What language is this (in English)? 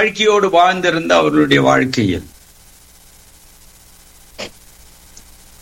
Tamil